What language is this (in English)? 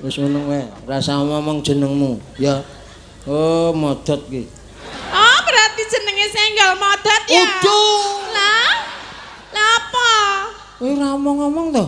Javanese